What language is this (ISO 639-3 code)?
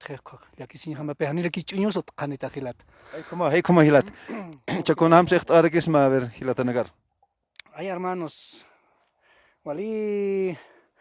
aym